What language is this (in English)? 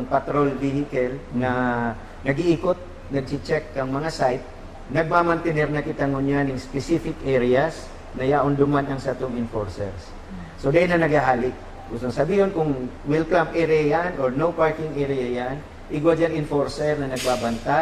Bikol